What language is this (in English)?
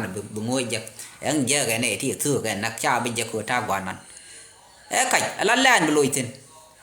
Nuer